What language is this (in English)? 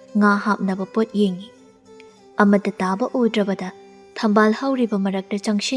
Manipuri